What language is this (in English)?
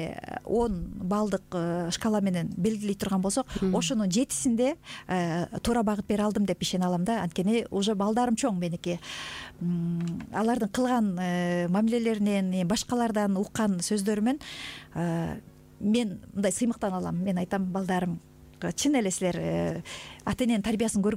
Kyrgyz